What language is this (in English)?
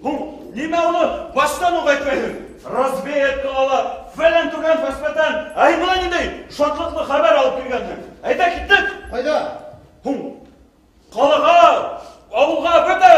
Bashkir